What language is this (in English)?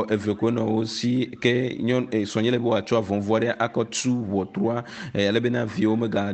Ewe